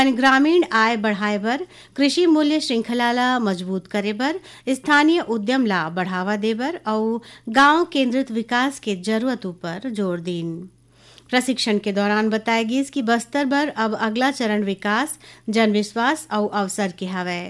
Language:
Chhattisgarhi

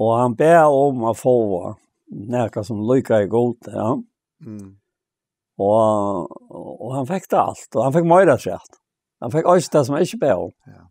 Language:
Faroese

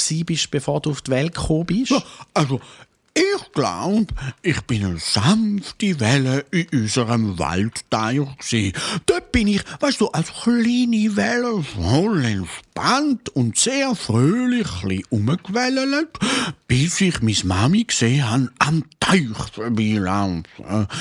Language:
Swiss German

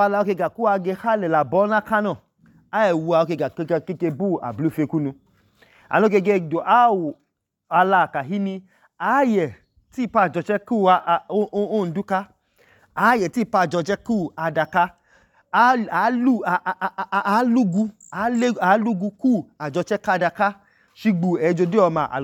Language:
Idoma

